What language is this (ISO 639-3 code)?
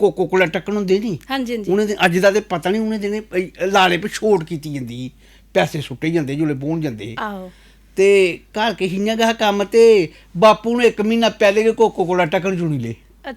doi